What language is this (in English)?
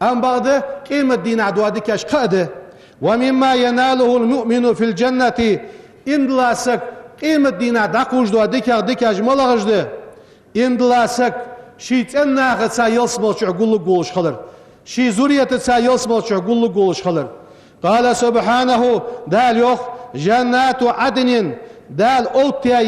Ingush